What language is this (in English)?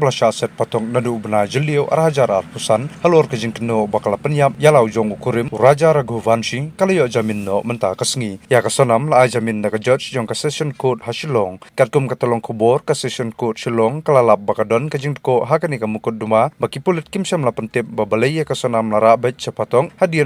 Khasi